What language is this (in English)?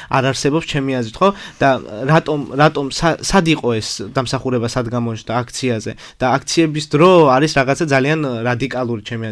Georgian